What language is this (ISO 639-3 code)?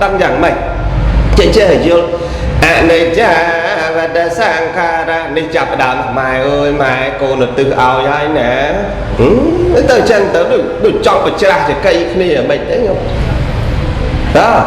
khm